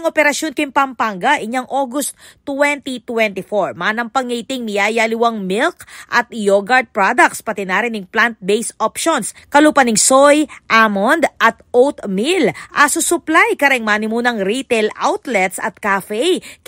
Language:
Pampanga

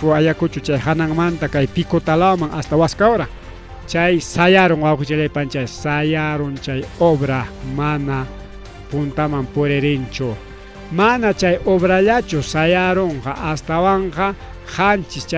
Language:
Ayacucho Quechua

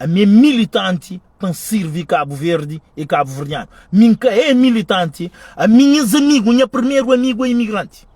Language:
Kabuverdianu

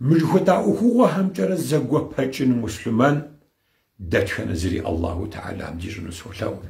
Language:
Kabardian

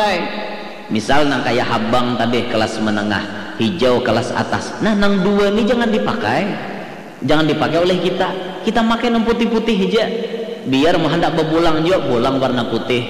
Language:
Banjar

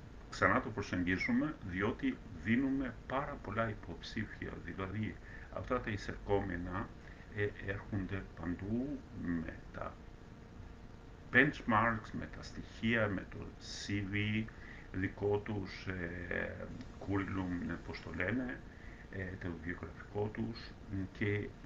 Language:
Greek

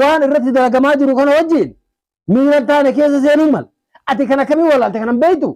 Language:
Oromo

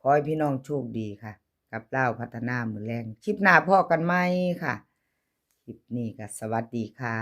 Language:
Northeastern Thai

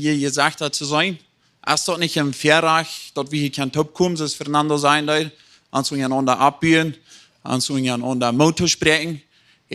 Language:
Plautdietsch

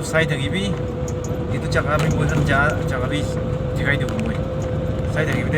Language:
Naga Pidgin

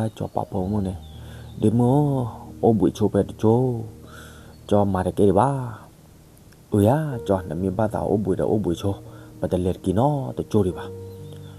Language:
S'gaw Karen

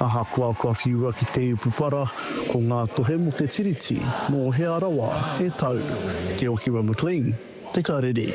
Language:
Māori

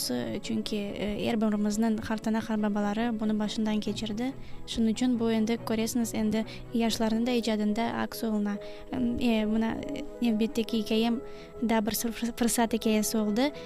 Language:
Crimean Tatar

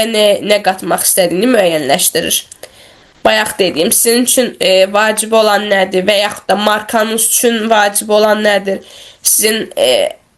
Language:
Azerbaijani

